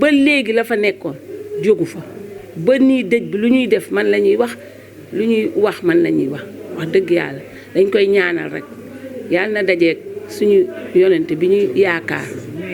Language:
Wolof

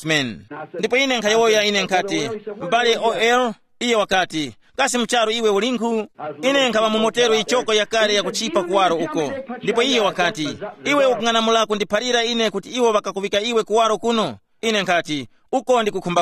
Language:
Tumbuka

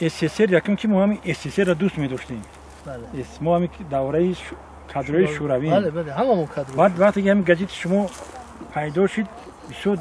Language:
Tajik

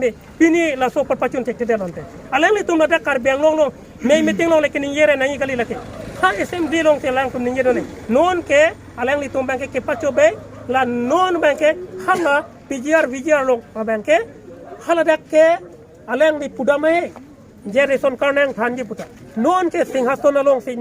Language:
Karbi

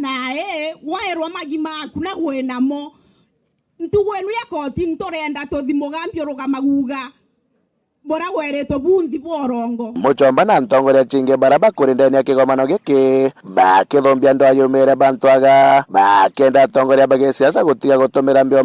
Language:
Meru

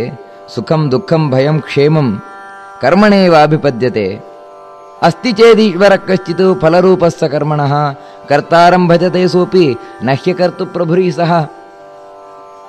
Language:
Kannada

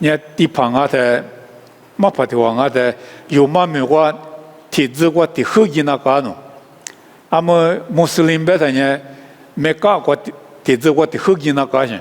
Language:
Lisu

